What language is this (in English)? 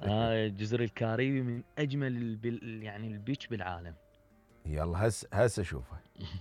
Mesopotamian Arabic